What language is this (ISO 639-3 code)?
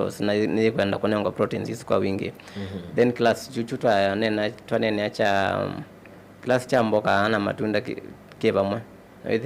kam